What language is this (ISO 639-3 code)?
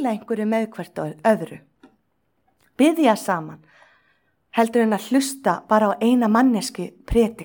isl